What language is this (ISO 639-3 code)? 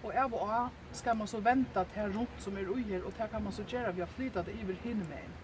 fao